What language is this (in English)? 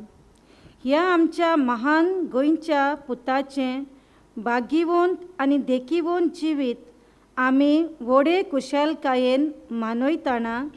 Konkani